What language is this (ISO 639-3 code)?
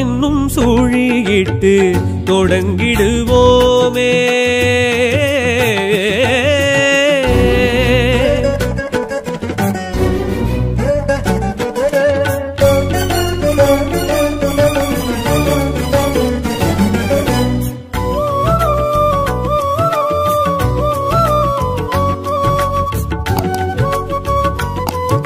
tam